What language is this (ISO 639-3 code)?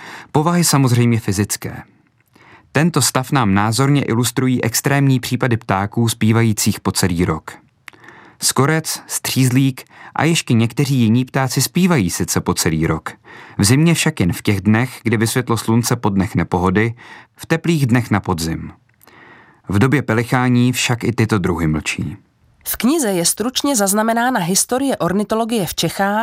ces